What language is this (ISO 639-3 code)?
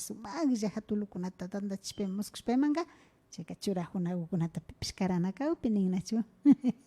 qvi